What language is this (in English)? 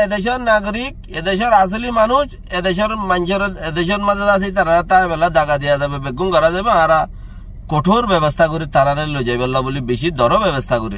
Rohingya